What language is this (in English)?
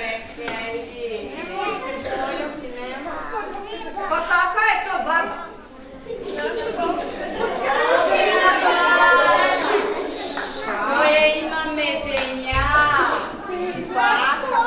Croatian